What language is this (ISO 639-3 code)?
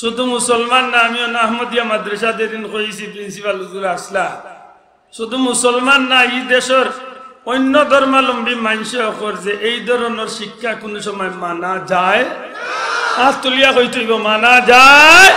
syl